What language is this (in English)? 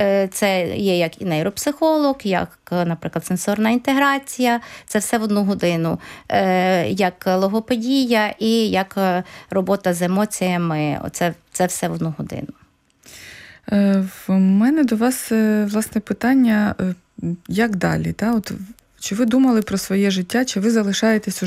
Ukrainian